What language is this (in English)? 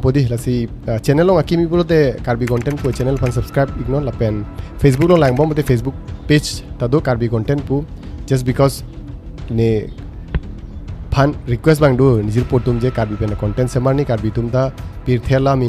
Karbi